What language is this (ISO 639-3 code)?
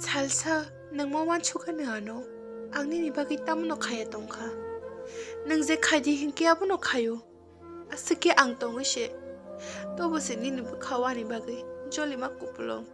trp